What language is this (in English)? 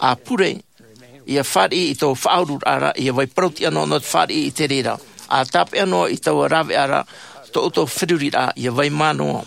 Tahitian